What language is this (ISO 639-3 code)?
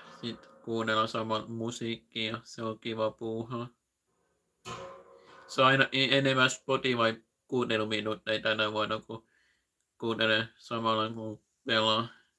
fin